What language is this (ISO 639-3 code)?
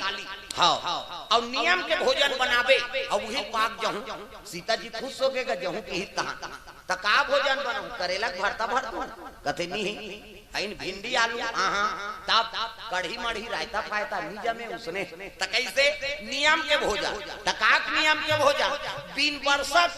hne